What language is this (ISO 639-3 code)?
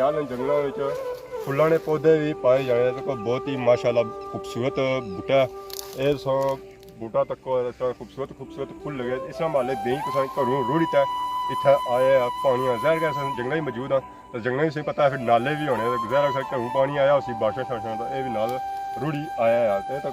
phr